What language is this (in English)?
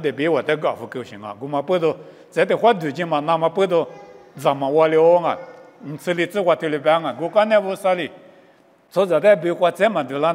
Lisu